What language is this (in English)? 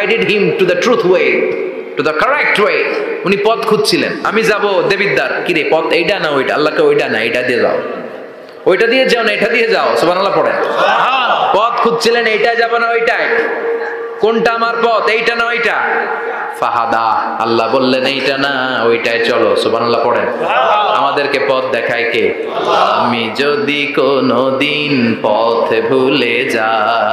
Bangla